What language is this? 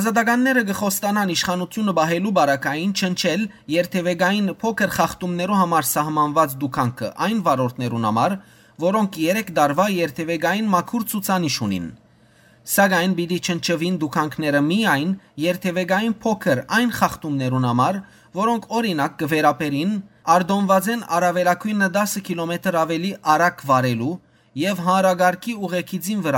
Western Armenian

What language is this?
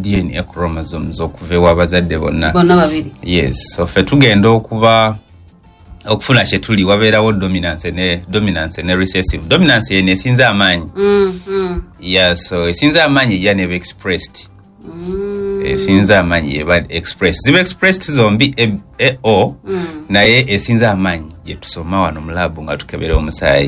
Ganda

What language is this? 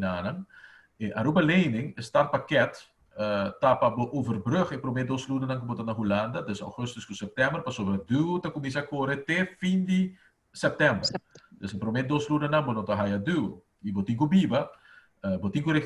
Papiamento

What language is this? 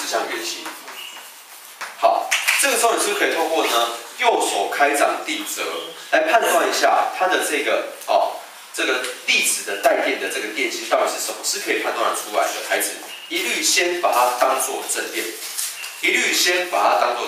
Chinese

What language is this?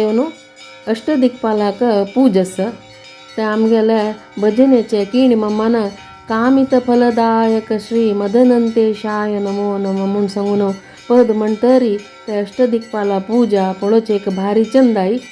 Konkani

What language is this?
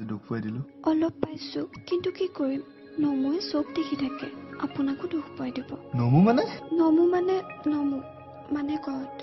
Assamese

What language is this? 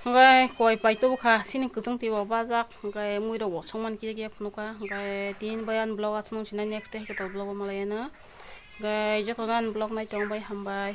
Kok Borok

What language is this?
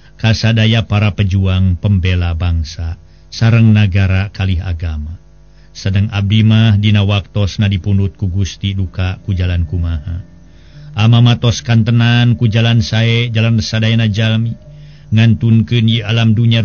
Sundanese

